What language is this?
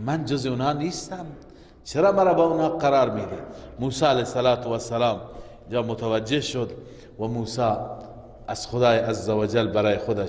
Persian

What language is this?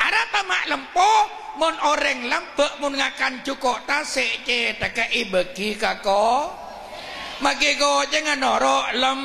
Madurese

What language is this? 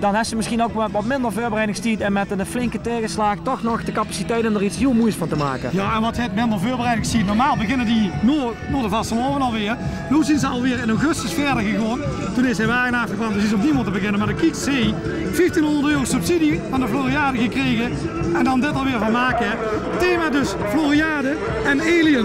Limburgish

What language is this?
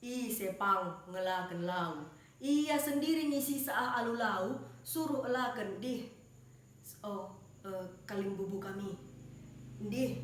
Batak Karo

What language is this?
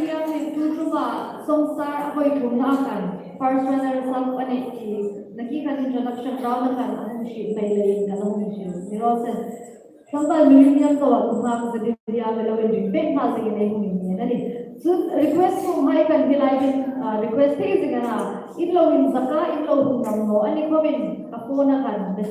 Hmar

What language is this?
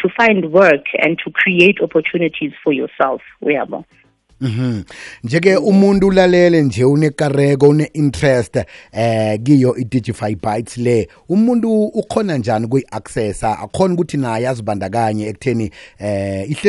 South Ndebele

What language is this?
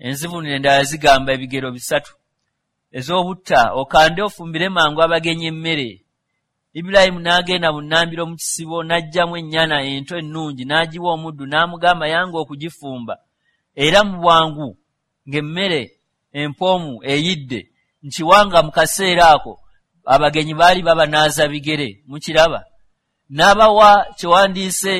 Ganda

